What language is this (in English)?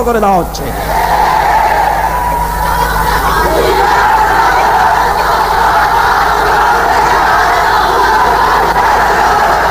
Bangla